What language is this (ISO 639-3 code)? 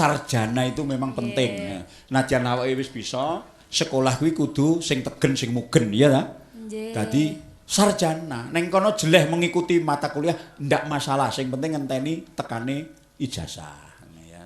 jav